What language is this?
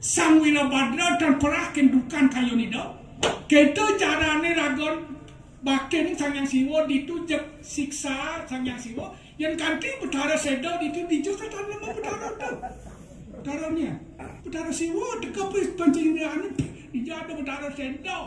Balinese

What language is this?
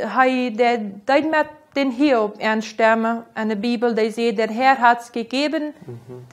Plautdietsch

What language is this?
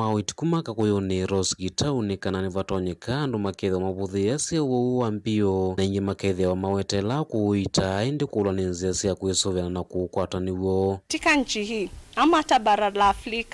Kamba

